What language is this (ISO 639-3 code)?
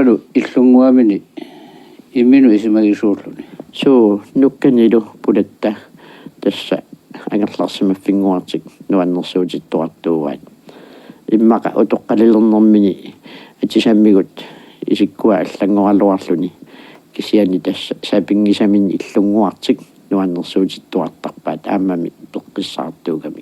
kal